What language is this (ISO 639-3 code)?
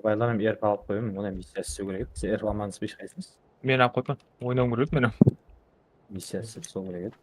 kaa